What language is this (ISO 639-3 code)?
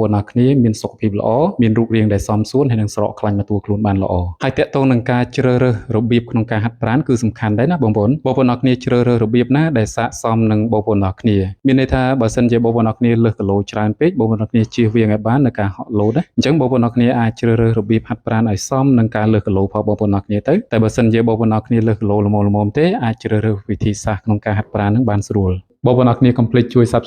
khm